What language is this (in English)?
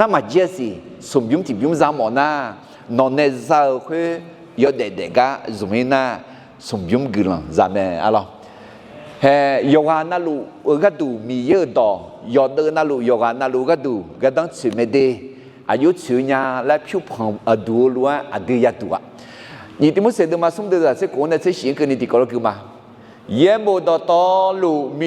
Akha